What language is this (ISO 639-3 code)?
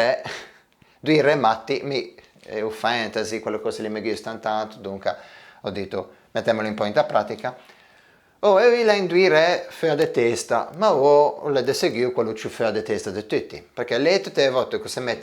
lij